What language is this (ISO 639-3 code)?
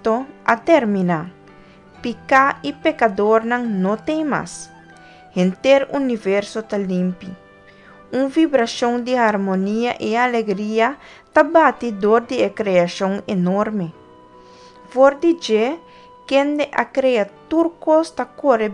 pap